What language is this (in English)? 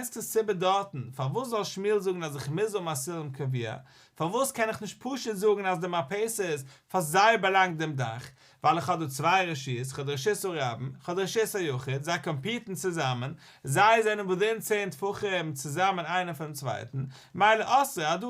Yiddish